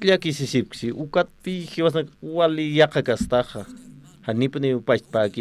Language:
Aymara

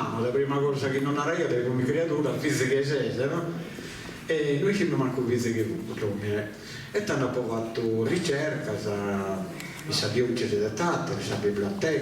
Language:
Sardinian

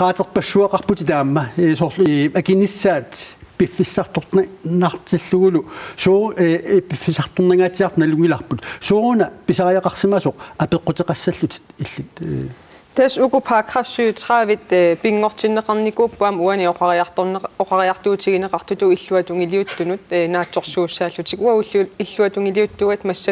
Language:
Kalaallisut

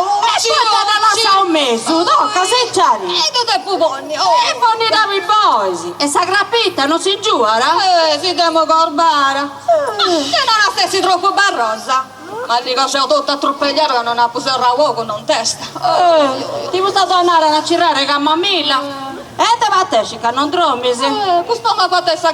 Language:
Sardinian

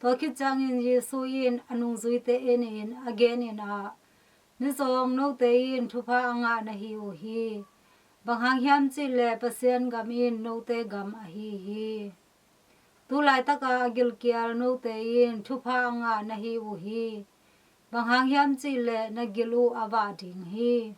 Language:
Tedim Chin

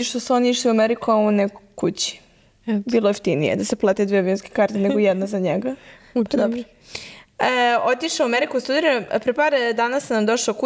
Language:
Serbian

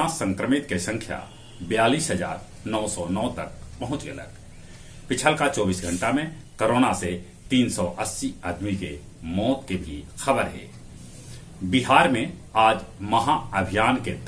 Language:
Magahi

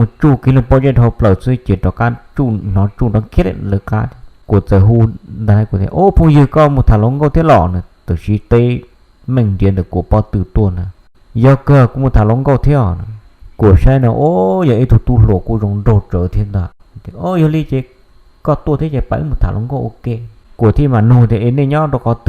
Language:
Hmong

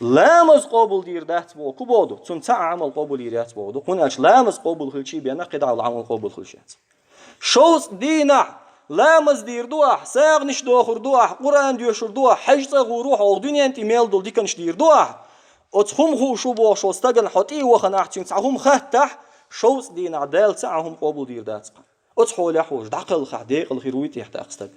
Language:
Chechen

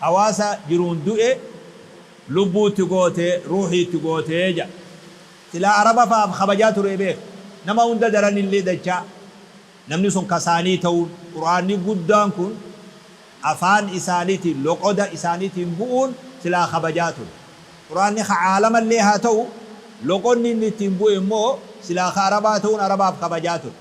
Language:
Oromo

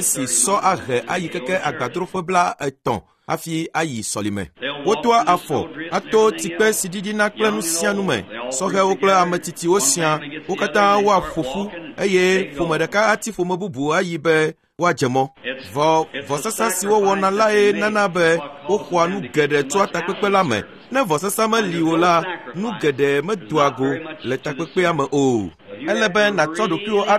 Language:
Ewe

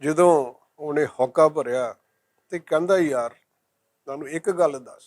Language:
Western Panjabi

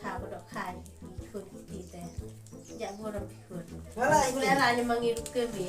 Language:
Khasi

